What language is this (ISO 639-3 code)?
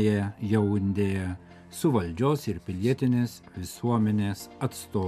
lit